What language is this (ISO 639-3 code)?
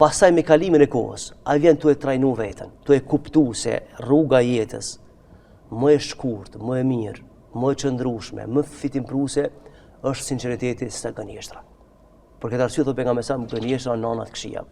sqi